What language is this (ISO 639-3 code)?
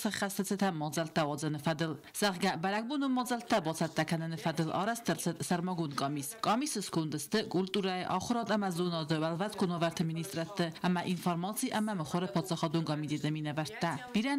oss